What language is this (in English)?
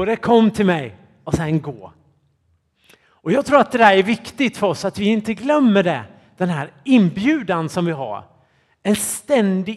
Swedish